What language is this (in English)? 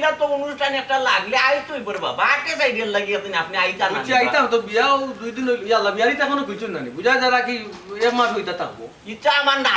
Sylheti